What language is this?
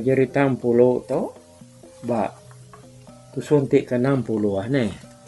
Iban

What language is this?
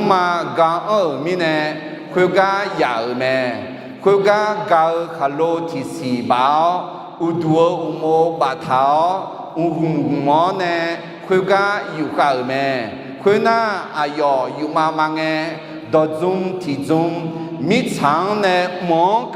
Akha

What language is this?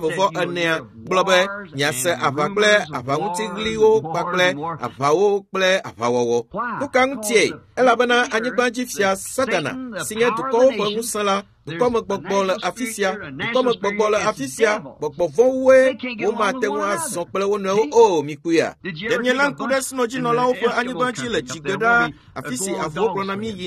Ewe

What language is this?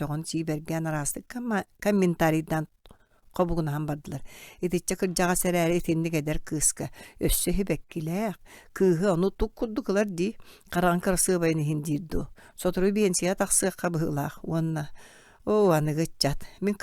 Yakut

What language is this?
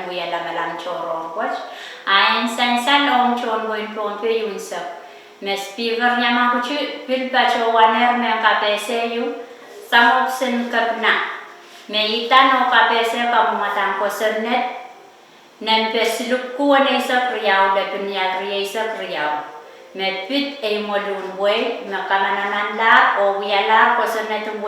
Pohnpeian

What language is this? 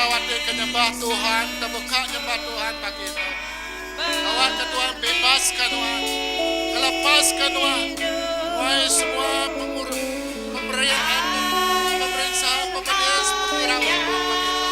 Iban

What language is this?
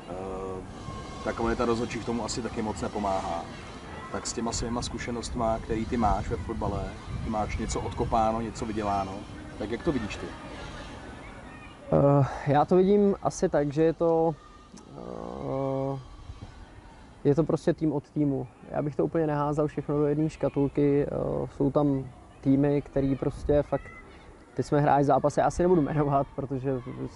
Czech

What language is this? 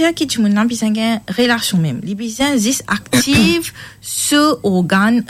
Morisyen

